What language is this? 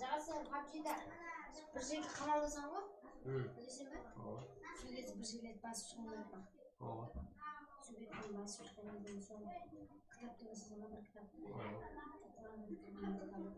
Kara-Kalpak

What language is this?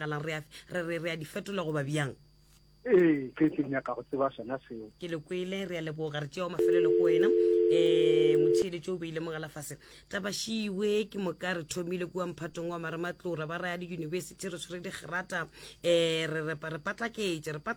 Northern Sotho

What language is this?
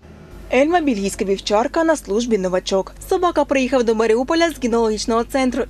Ukrainian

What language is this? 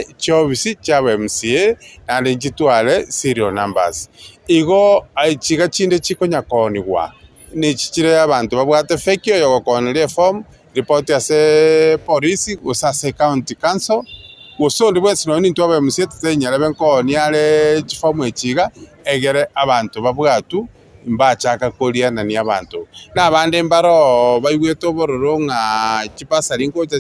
Gusii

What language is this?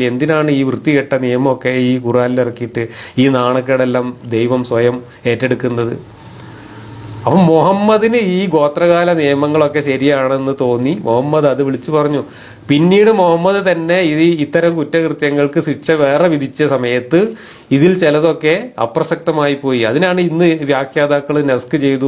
Malayalam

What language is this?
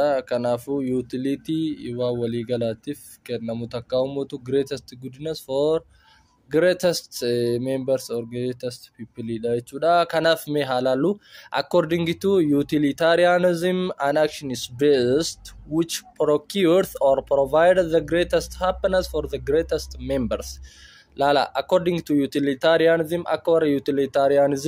Oromo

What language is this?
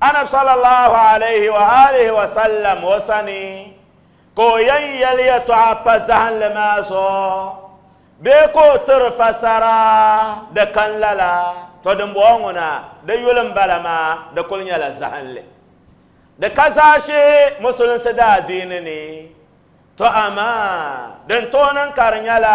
Dagbani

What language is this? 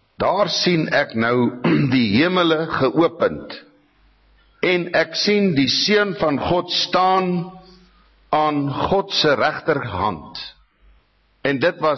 Afrikaans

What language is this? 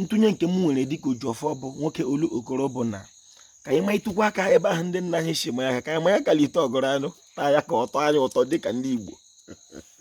Igbo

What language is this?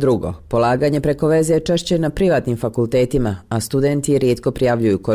Croatian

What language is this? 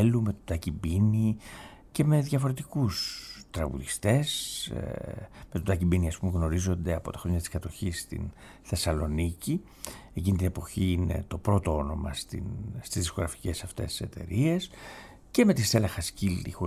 Greek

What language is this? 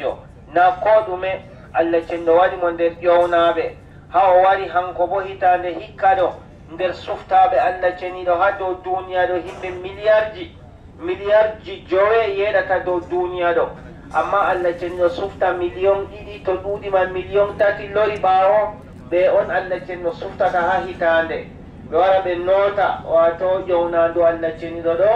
Adamawa Fulfulde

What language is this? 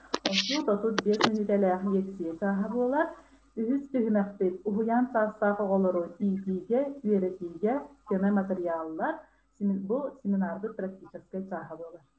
Yakut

